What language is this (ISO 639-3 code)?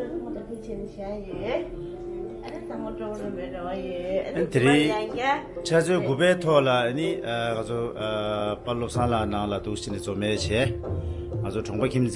bod